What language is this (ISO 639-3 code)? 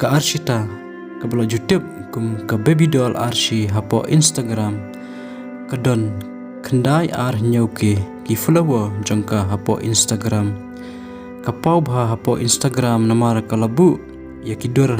kha